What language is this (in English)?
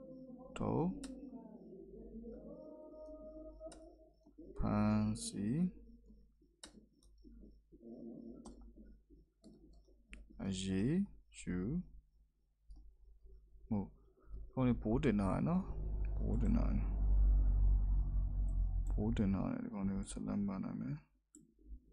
Burmese